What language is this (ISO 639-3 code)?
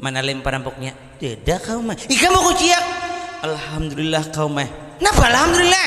bjn